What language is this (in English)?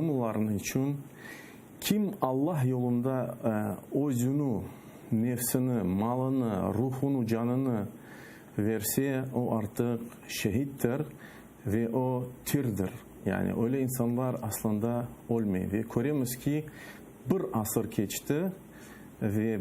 Crimean Tatar